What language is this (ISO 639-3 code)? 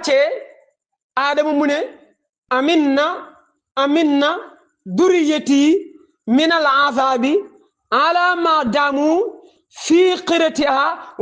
wol